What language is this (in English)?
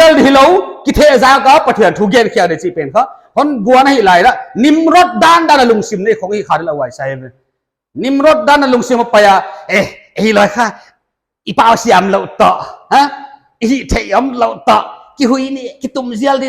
Paite Chin